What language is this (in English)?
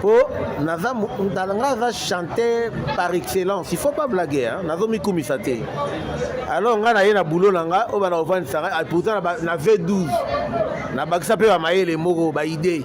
Lingala